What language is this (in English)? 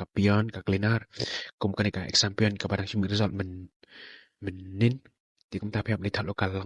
Khasi